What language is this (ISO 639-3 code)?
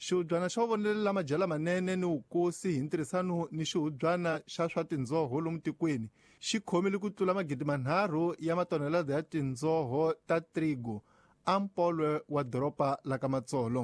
tso